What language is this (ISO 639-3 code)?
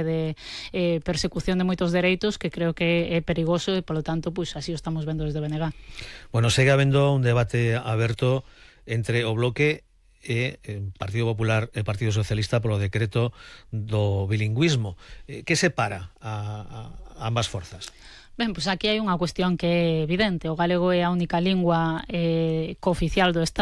glg